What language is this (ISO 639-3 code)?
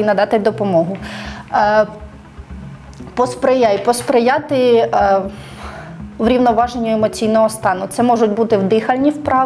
ukr